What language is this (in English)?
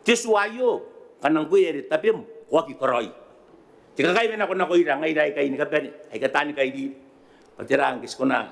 Gilbertese